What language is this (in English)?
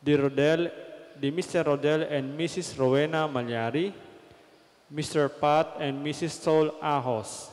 Pampanga